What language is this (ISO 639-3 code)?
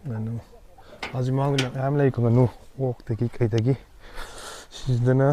mni